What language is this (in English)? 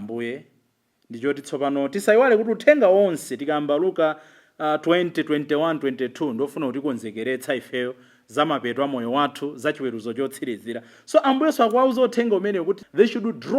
Nyanja